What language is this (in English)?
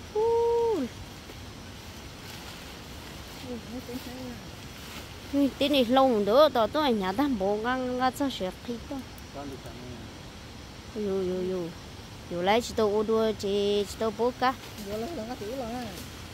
Vietnamese